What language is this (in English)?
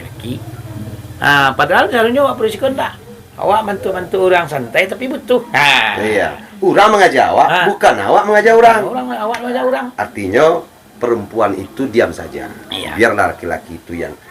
Minangkabau